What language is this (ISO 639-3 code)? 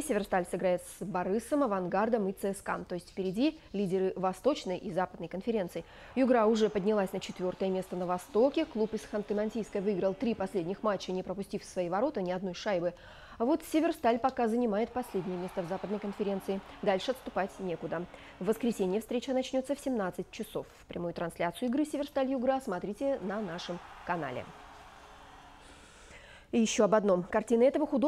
rus